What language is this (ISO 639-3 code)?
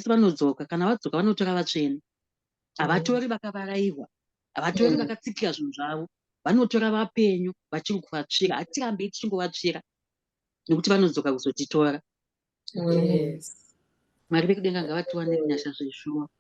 sna